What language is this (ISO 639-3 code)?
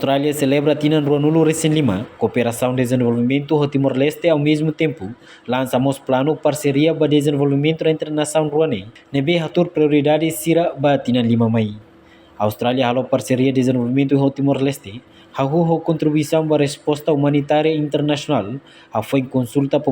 tet